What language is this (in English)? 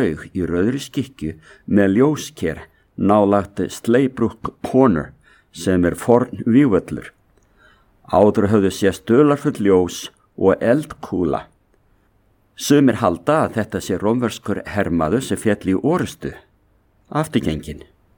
Icelandic